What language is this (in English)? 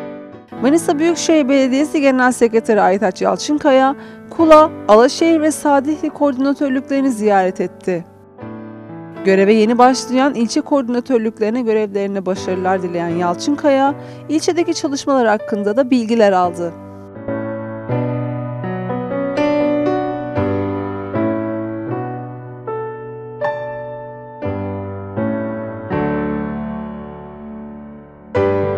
Turkish